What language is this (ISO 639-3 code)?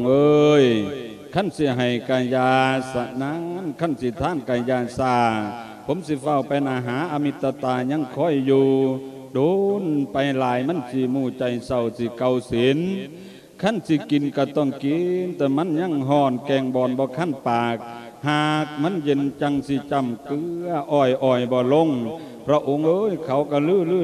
lao